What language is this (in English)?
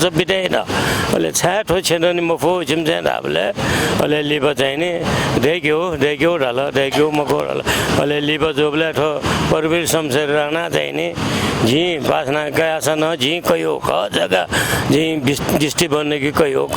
Newari